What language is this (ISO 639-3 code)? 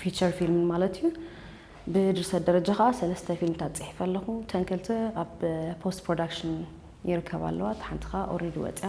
tir